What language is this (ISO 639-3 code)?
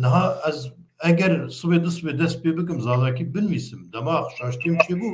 kur